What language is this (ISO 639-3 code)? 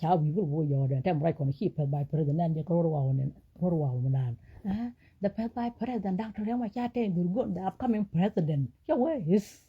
nus